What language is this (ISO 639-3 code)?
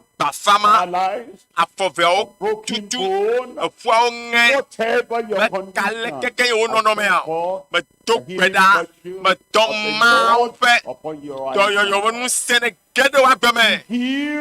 ewe